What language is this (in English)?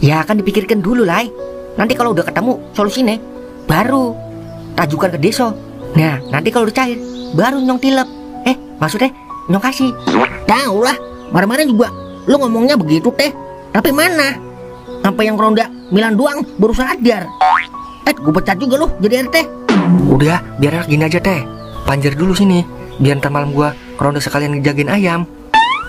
Betawi